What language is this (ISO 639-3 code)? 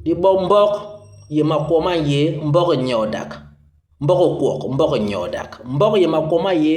bas